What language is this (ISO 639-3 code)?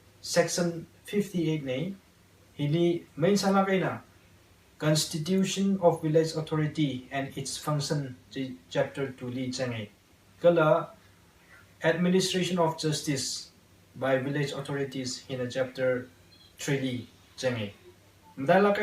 nmf